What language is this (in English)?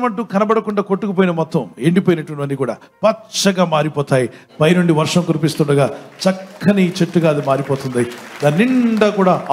Telugu